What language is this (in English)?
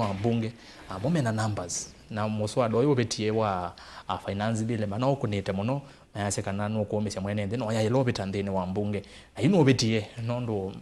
Kamba